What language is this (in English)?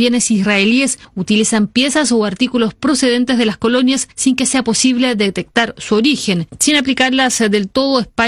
Spanish